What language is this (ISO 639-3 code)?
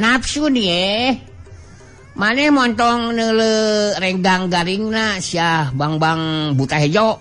sun